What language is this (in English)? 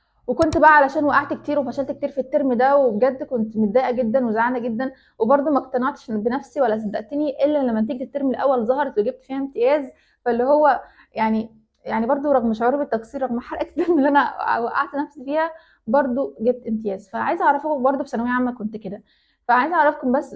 Egyptian Arabic